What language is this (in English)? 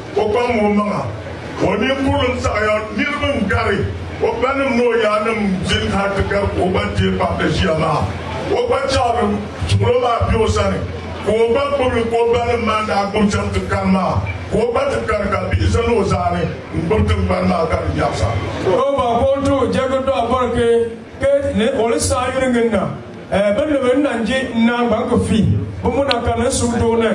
Dagbani